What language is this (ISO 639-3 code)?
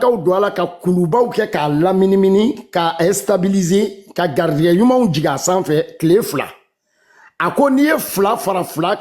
bam